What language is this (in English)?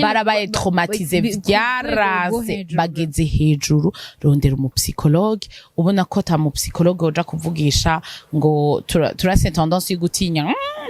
Rundi